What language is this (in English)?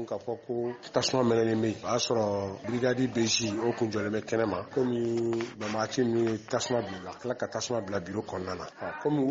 Bambara